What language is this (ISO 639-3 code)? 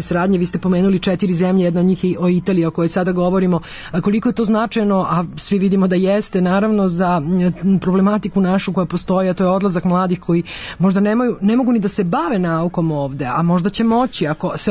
srp